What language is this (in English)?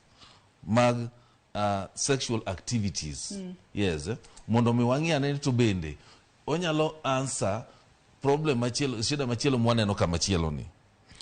Luo (Kenya and Tanzania)